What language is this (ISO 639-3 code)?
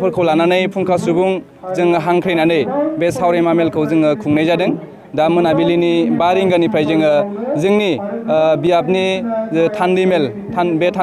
brx